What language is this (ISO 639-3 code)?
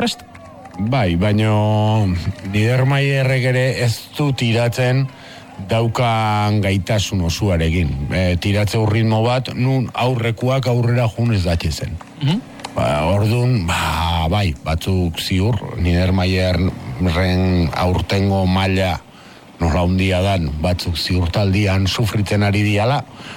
eus